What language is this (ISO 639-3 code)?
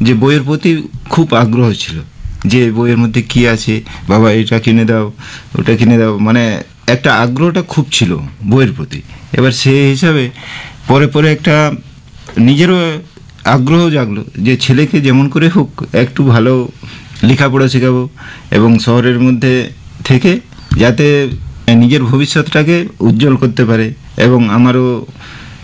ben